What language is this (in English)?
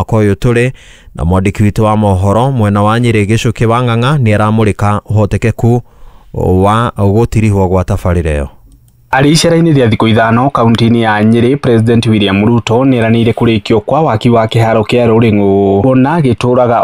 Kikuyu